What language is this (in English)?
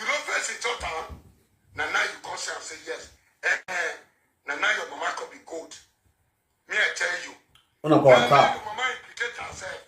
Nigerian Pidgin